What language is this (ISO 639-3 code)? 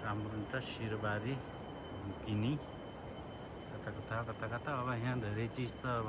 nep